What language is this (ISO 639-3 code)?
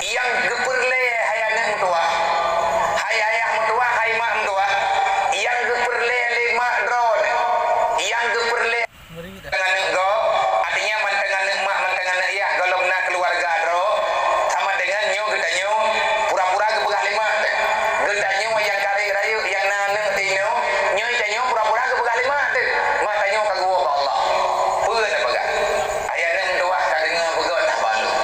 ace